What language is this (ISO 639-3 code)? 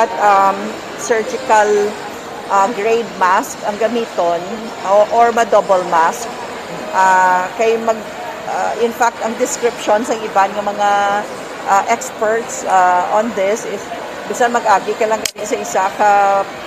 hil